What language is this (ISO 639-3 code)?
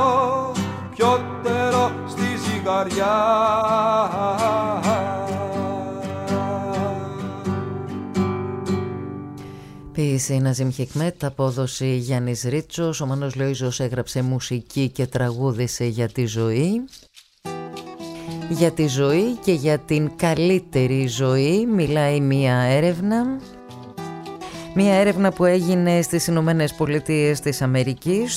ell